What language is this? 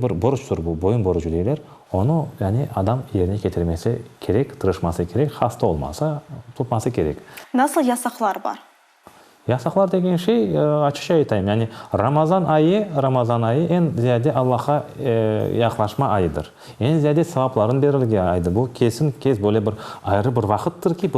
Crimean Tatar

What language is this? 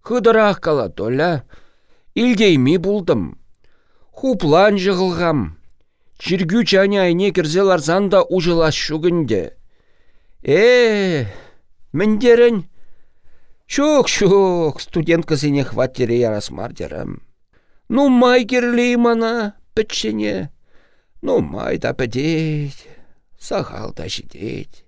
Chuvash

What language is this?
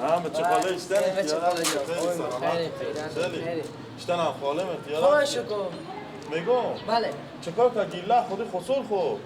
Persian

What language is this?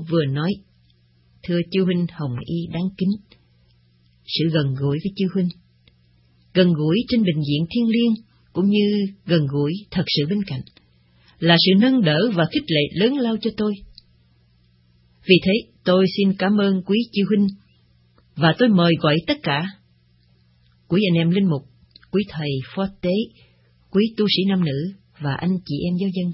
Vietnamese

